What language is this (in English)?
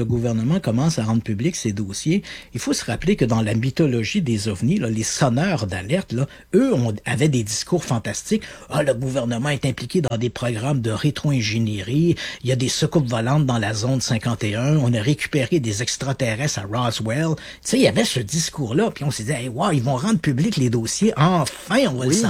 French